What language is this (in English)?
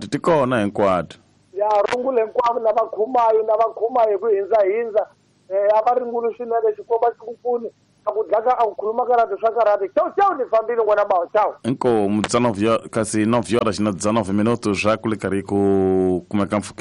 Tsonga